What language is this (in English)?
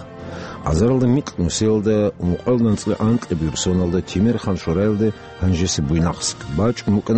Avaric